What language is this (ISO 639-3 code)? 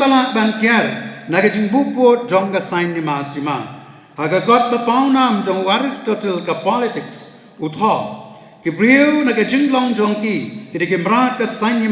kha